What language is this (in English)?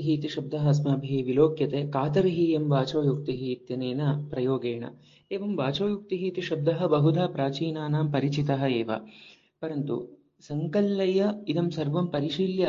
Sanskrit